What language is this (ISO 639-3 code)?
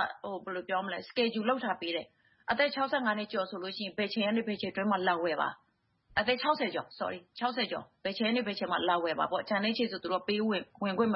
mya